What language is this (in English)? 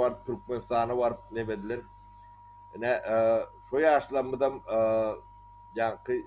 Turkmen